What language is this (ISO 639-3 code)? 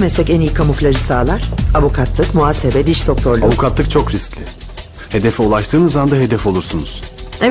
tur